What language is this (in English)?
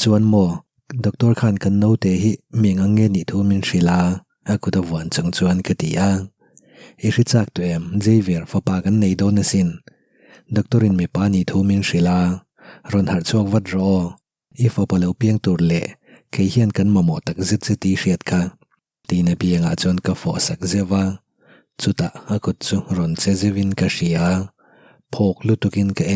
Mizo